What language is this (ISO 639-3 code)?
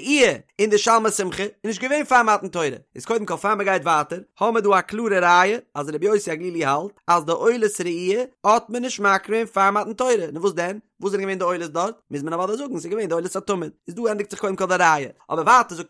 yid